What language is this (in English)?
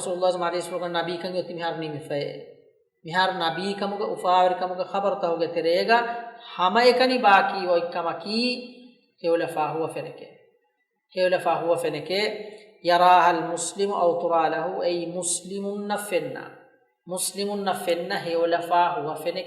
Divehi